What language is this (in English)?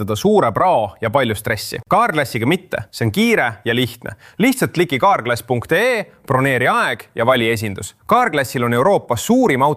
Estonian